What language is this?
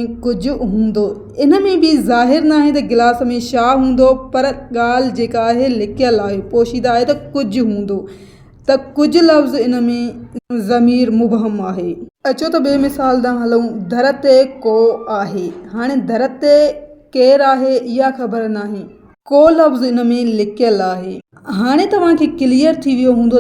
Sindhi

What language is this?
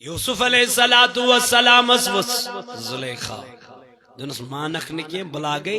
Kashmiri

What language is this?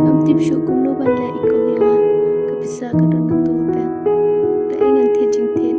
Khasi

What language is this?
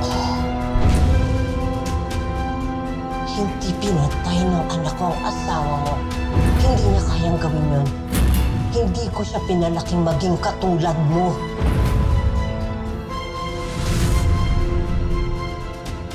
Filipino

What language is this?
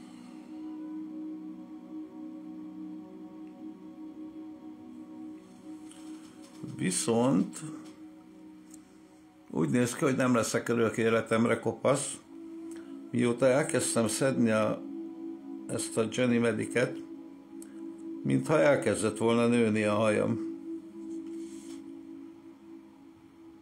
Hungarian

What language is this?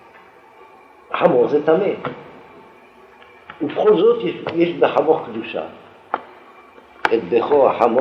Hebrew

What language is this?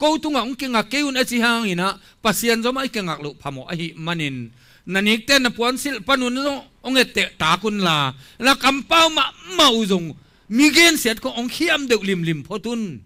Tedim Chin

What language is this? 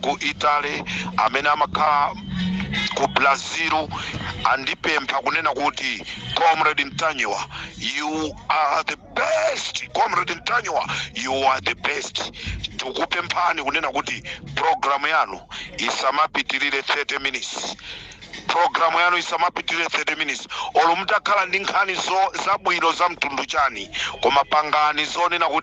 Nyanja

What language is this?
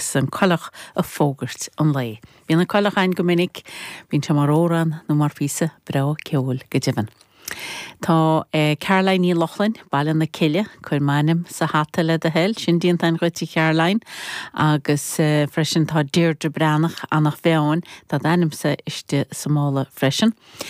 Irish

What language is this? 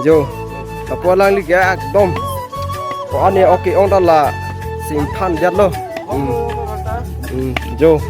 Karbi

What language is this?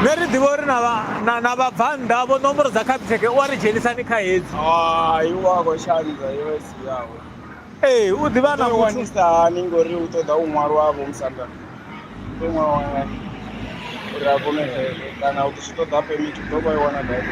Venda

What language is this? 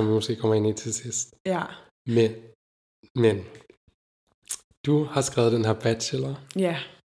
Danish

